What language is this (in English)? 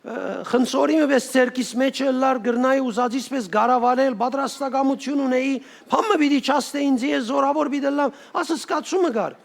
Western Armenian